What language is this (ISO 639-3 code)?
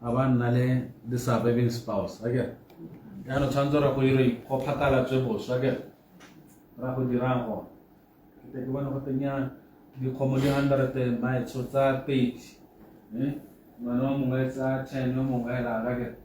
tsn